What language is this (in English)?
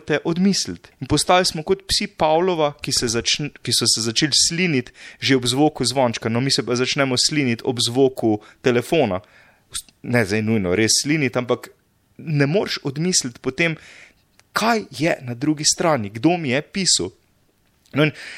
Slovenian